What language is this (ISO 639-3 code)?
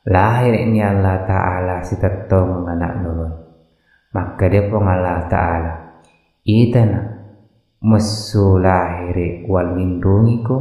bug